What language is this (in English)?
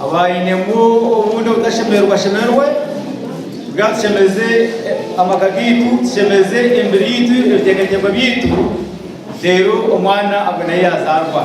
Nyankole